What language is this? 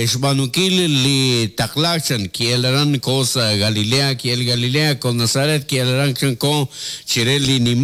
Kekchí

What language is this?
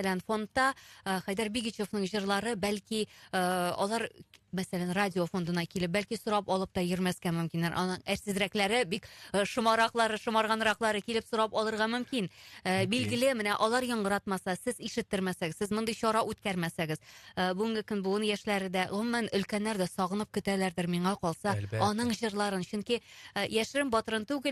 Tatar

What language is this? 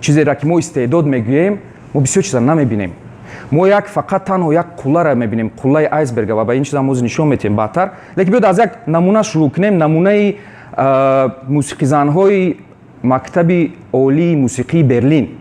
Tajik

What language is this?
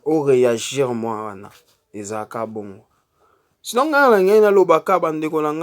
Lingala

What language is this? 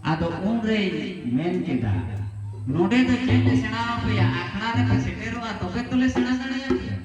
Santali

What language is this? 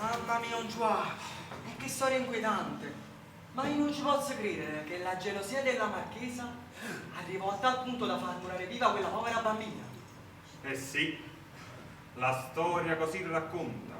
Neapolitan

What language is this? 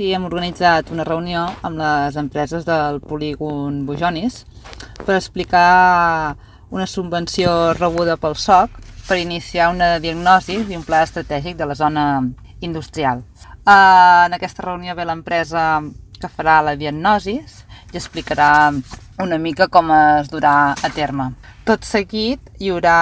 Catalan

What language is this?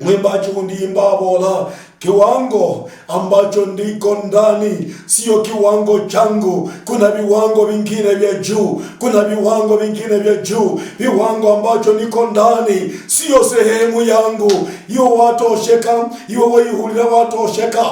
Luyia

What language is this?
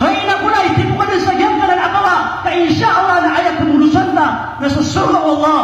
Maranao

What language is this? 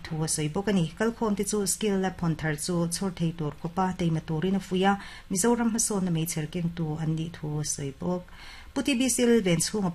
Mizo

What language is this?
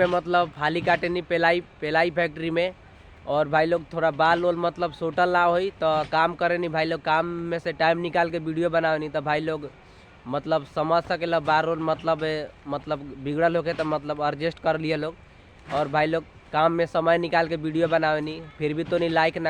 Bhojpuri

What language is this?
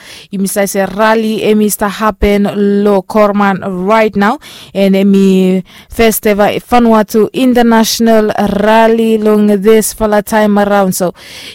Bislama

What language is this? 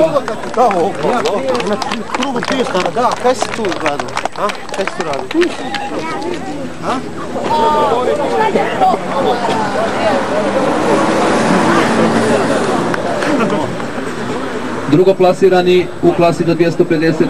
Croatian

